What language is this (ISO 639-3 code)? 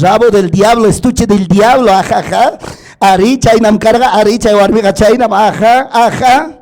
quy